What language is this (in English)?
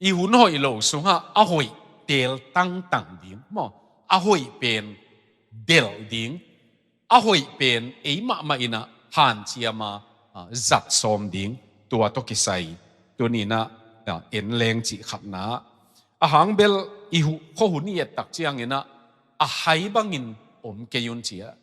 Tedim Chin